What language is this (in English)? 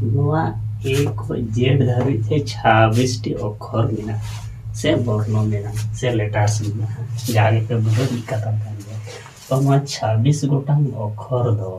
Santali